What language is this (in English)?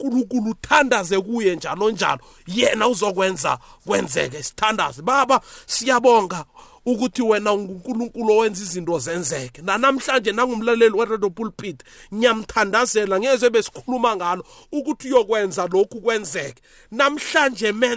South Ndebele